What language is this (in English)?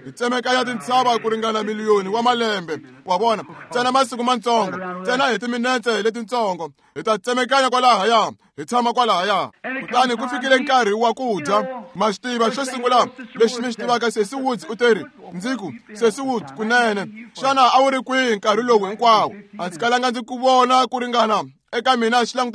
Tsonga